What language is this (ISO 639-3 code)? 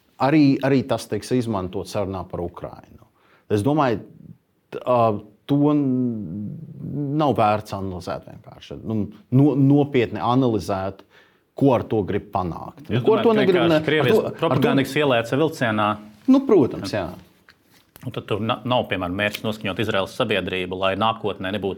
lav